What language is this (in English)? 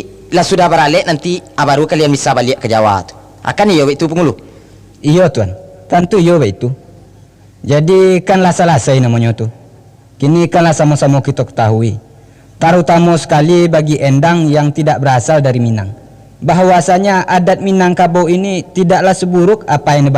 Minangkabau